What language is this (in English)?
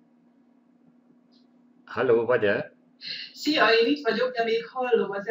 Hungarian